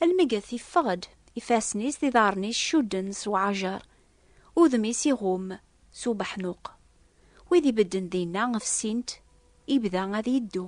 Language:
Kabyle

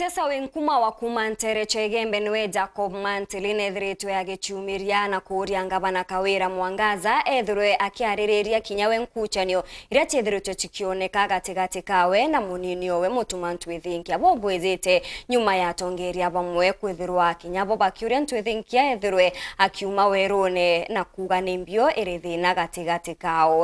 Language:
Meru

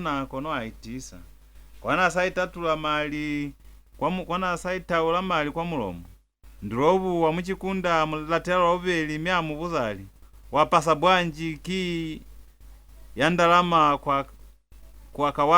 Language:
Lozi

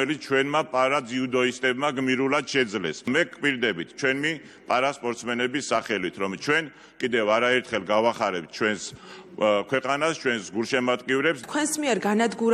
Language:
Georgian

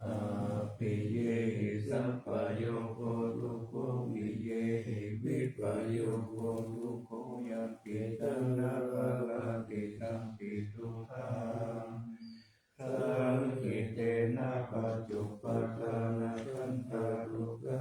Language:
Pali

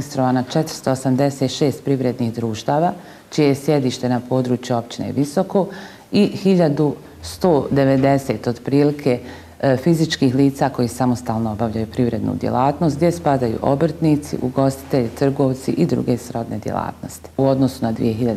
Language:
Bosnian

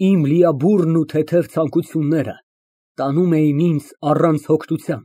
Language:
Armenian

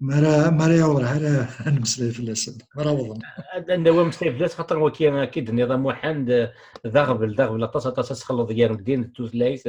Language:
Kabyle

